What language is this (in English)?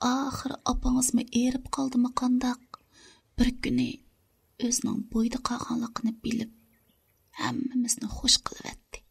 Uyghur